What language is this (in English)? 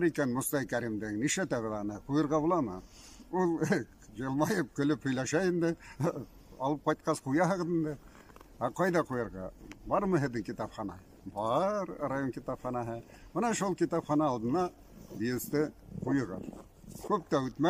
Bashkir